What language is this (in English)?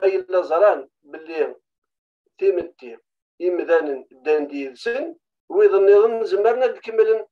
Kabyle